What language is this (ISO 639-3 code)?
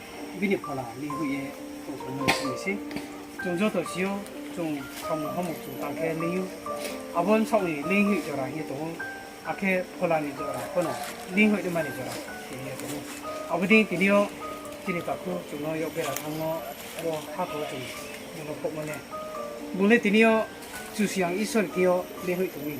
ria